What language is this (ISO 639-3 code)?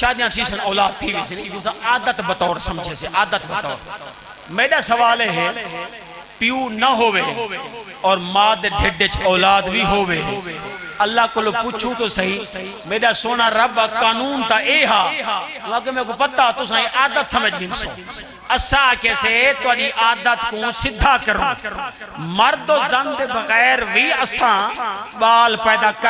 skr